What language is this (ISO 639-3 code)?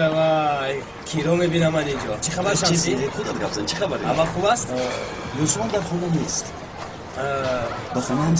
tgk